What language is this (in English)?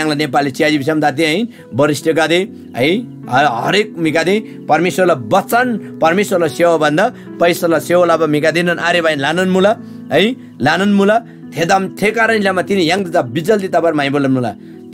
Eastern Tamang